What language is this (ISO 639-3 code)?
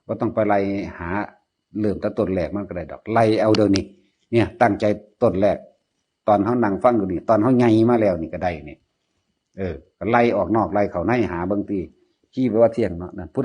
tts